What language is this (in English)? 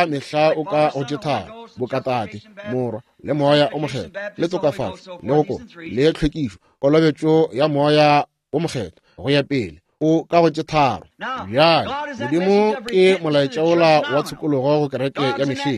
Northern Sotho